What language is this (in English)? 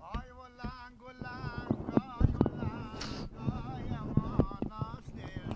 Persian